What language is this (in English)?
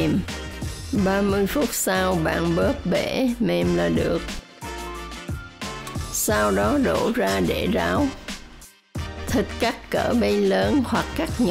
Vietnamese